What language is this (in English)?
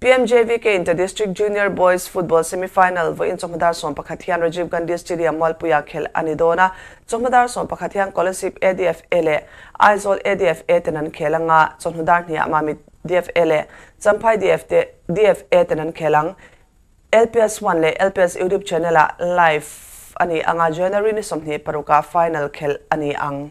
Mizo